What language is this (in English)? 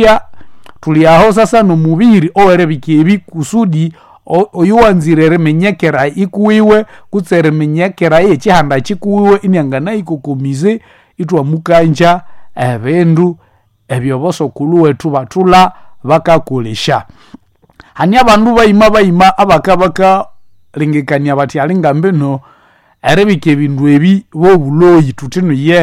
Nande